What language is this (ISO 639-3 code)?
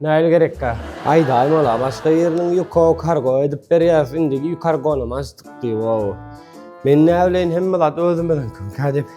tuk